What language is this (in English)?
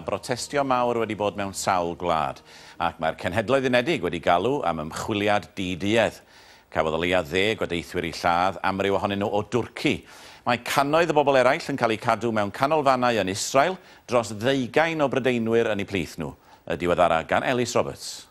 Welsh